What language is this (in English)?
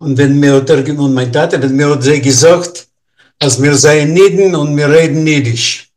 Yiddish